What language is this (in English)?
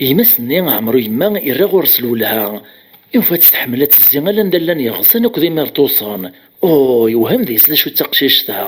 Kabyle